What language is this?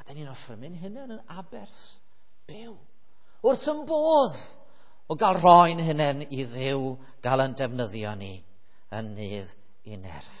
Welsh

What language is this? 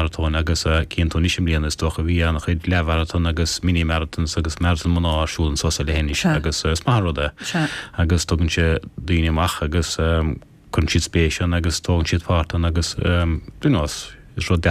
Irish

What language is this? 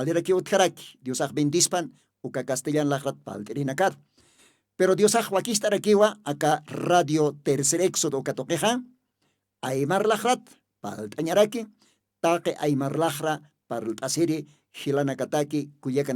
Aymara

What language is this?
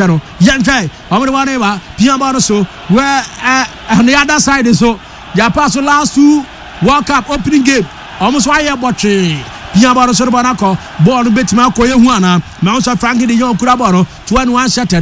Akan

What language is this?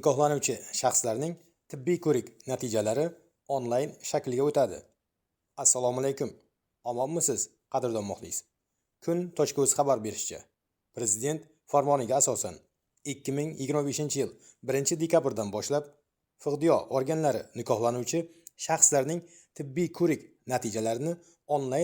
Uzbek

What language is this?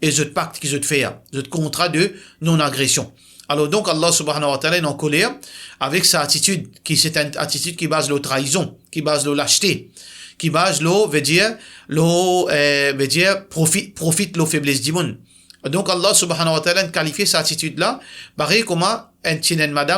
Morisyen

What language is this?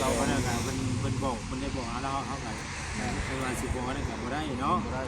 Northeastern Thai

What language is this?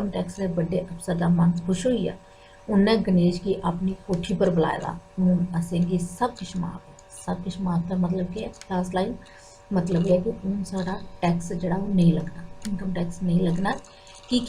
Dogri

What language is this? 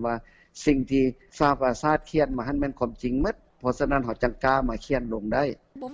Lao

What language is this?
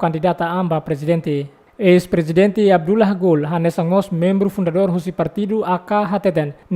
Tetum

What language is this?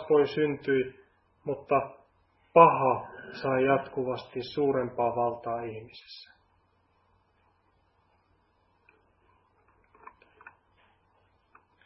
Finnish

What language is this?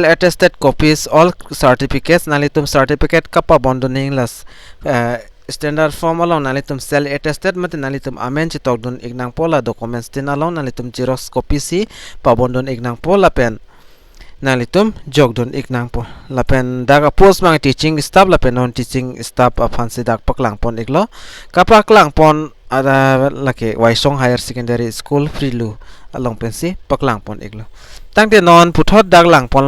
Karbi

